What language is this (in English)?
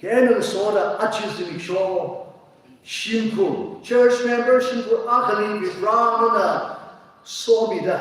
Tangkhul Naga (India)